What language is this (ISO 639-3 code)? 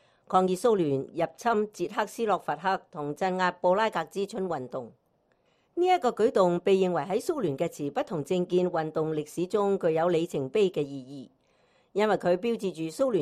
yue